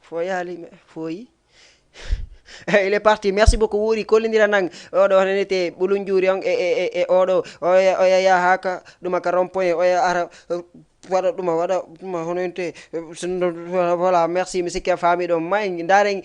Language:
Fula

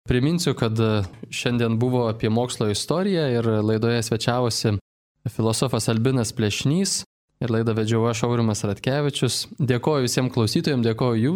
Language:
Lithuanian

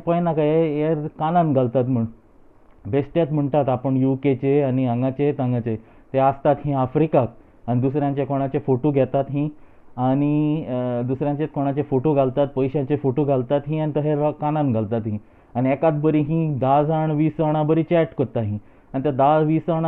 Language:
Konkani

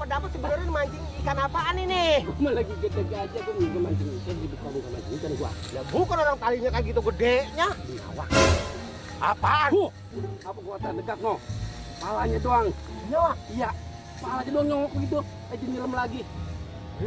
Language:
Betawi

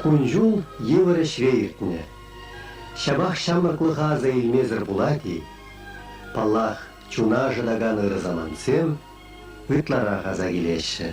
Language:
Chuvash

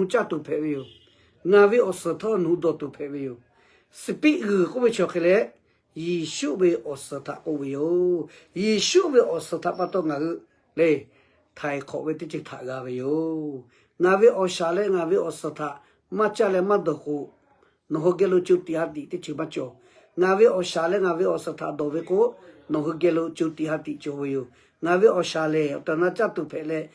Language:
Lahu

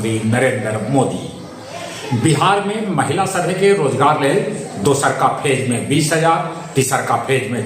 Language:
Magahi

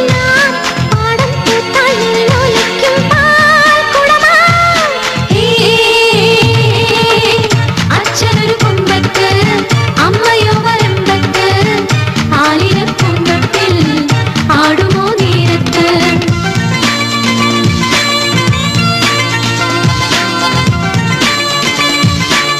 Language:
Malayalam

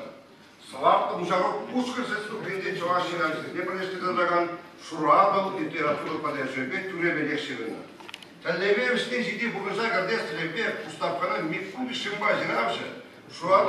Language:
Chuvash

